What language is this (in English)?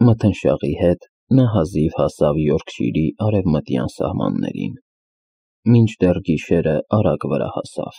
Armenian